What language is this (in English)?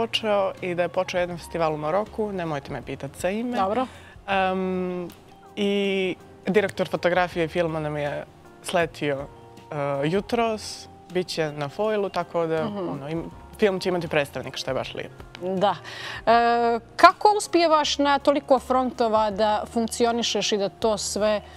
Bosnian